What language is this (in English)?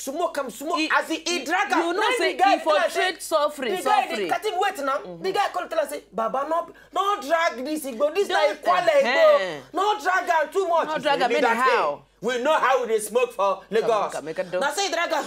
Nigerian Pidgin